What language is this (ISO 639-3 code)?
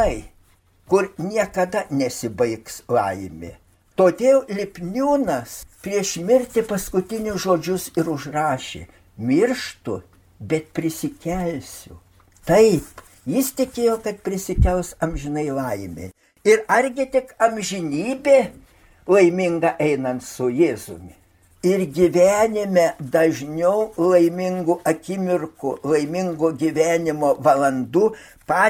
lit